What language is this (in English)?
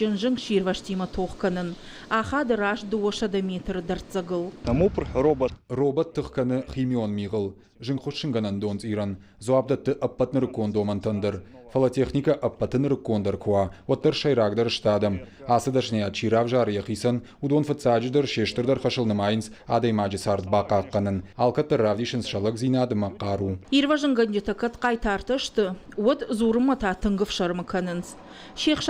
Ossetic